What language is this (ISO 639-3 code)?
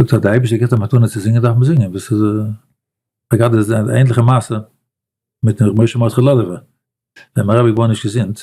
yid